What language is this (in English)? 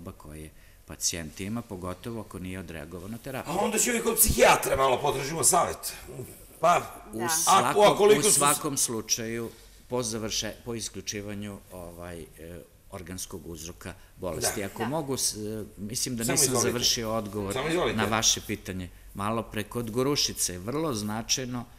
Serbian